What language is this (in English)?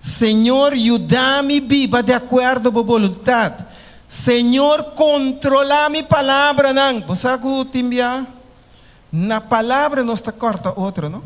Papiamento